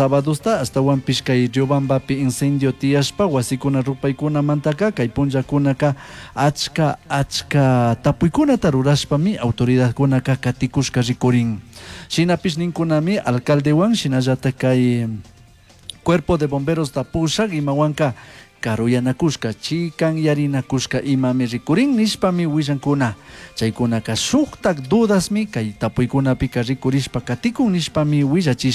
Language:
Chimborazo Highland Quichua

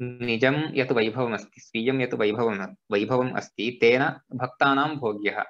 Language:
Sanskrit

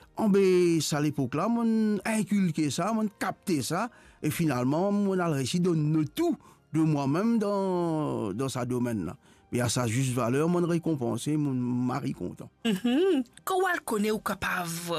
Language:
Morisyen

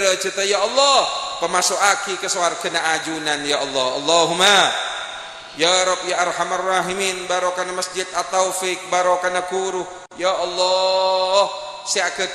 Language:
Madurese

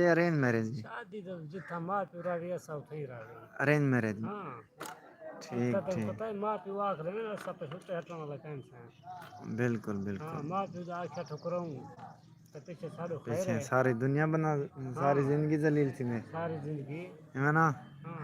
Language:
Saraiki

